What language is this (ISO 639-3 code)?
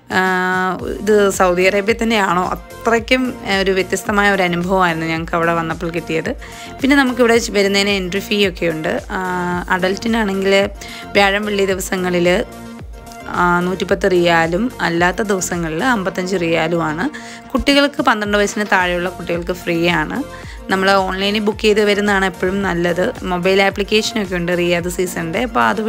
mal